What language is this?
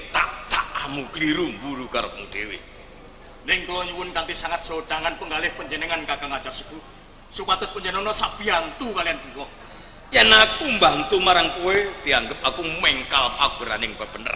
Javanese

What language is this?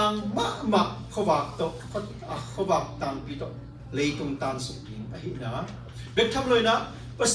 Tedim Chin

